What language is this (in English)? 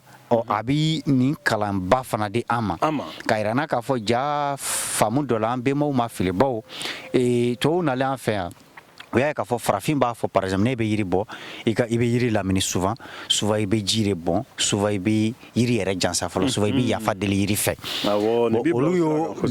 Bambara